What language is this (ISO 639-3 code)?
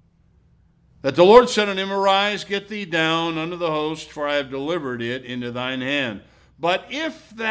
eng